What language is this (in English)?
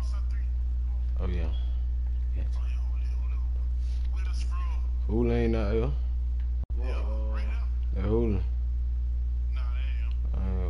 English